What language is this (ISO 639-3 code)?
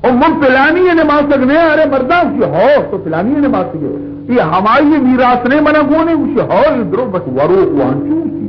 bal